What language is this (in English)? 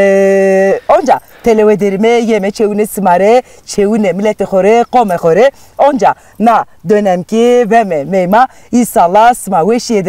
Zaza